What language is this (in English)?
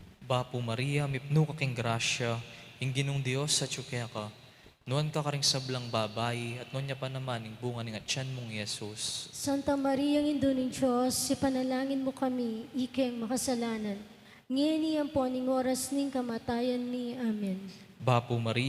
Pampanga